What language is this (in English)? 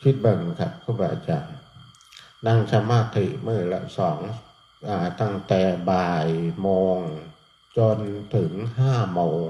Northeastern Thai